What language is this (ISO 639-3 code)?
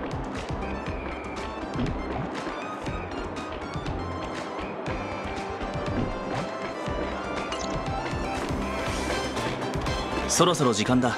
jpn